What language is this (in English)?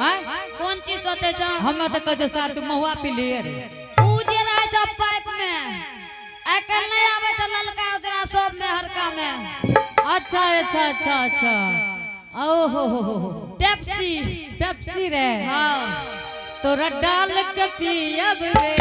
Angika